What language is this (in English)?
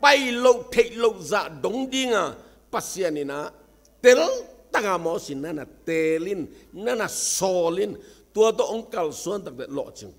Tedim Chin